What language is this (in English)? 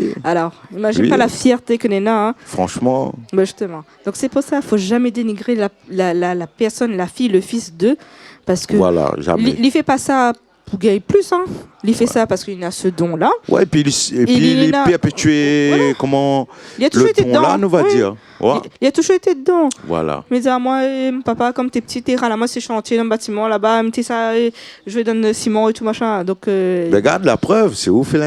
Réunion Creole French